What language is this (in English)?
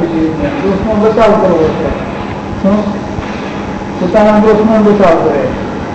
Gujarati